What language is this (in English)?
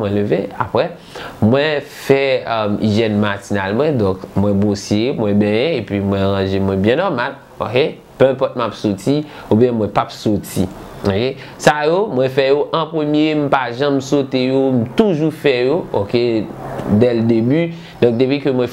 Haitian Creole